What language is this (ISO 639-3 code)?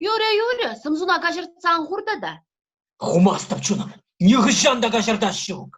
chv